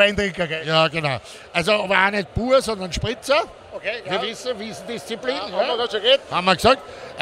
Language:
Bavarian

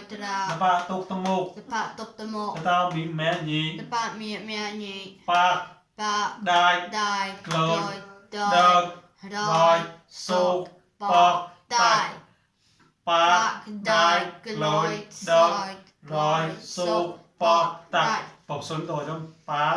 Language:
Mon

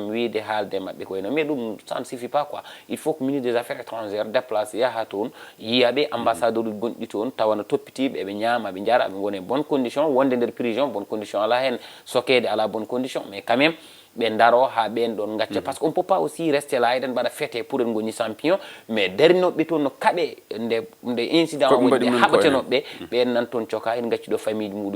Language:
Fula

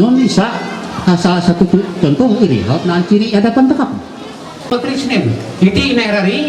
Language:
Ma'anyan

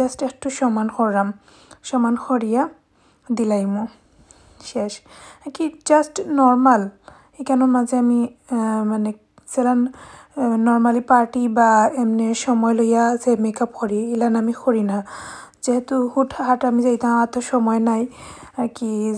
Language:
Sylheti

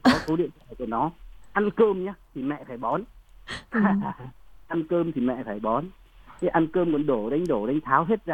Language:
Vietnamese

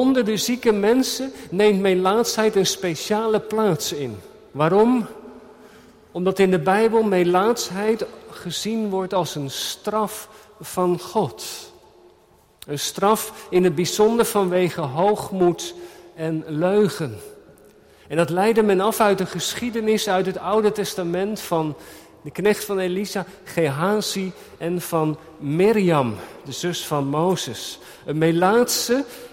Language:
Dutch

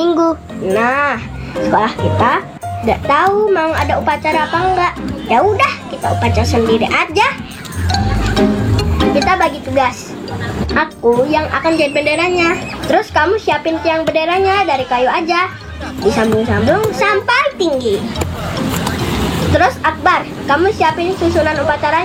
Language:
Indonesian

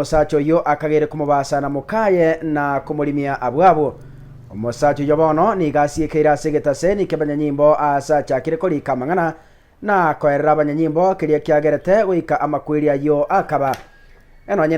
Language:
Gusii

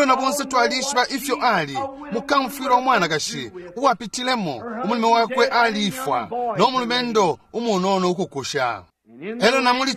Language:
Bemba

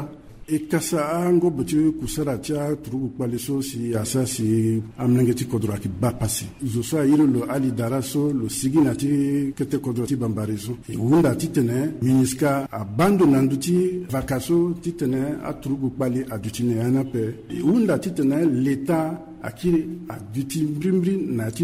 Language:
Sango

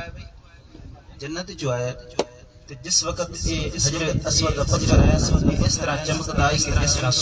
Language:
Saraiki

